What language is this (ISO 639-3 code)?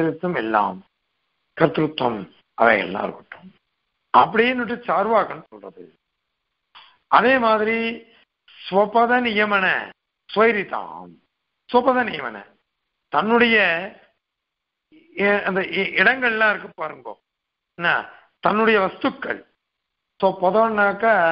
tam